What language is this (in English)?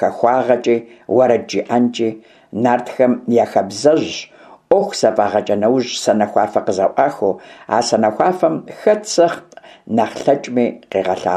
Kabardian